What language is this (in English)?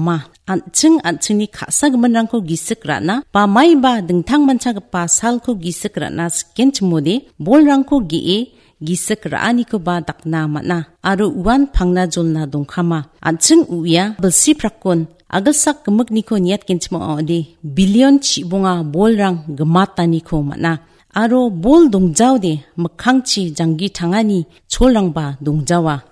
Garo